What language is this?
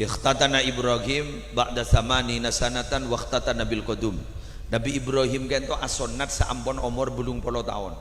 Madurese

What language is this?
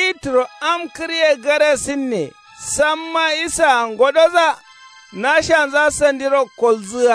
Kanuri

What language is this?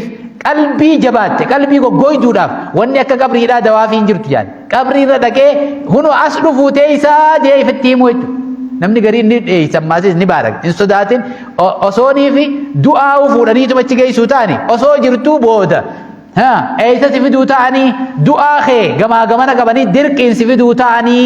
Oromo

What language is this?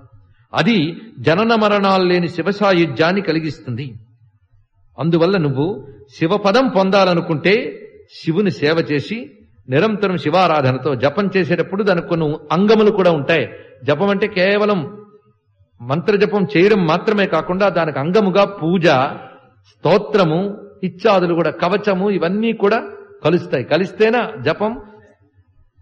Telugu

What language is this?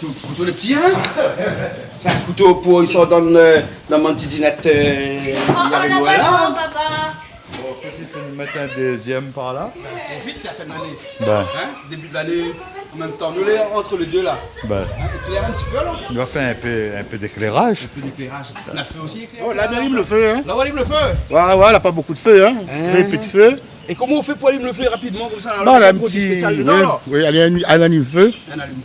Réunion Creole French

